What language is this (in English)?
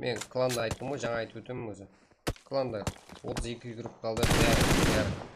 Kara-Kalpak